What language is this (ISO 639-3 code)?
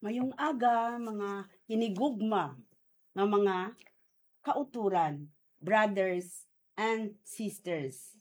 hil